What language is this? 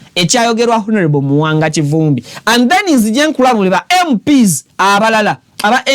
Ganda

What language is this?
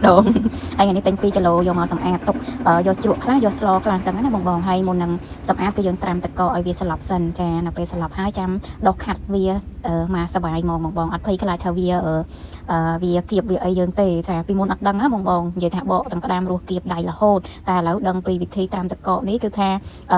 Khmer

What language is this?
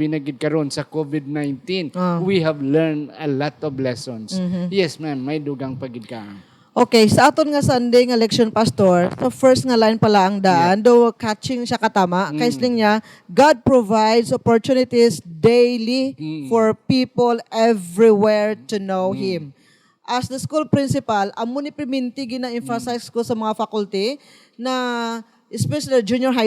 Hiligaynon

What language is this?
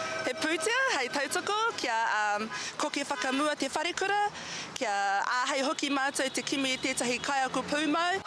Māori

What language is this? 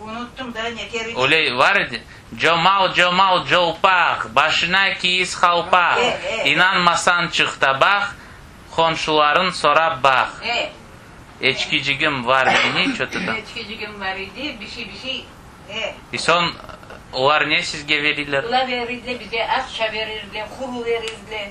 Crimean Tatar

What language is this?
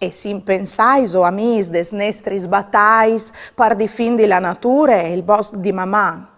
Friulian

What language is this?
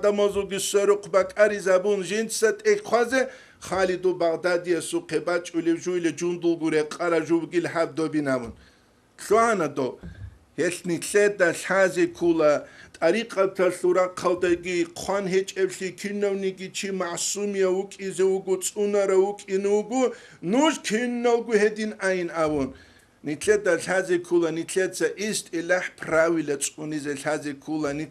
Avaric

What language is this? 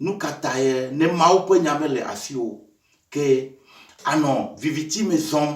Ewe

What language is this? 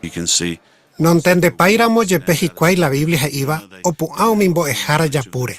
Guarani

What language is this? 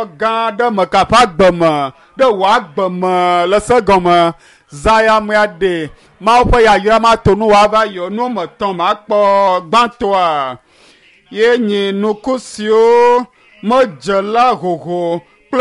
Ewe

